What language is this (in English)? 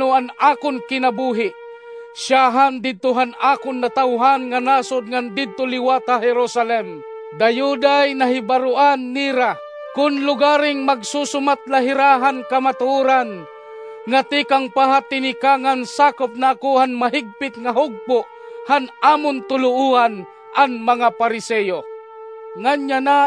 Waray